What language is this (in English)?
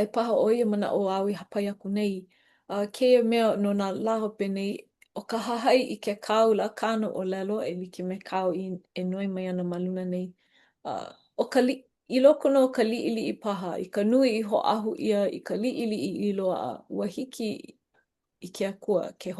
Hawaiian